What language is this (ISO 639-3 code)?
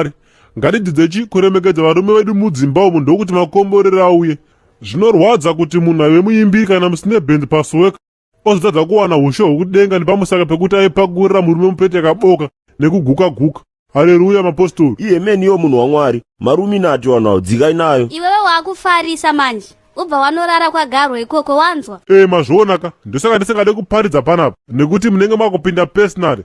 sna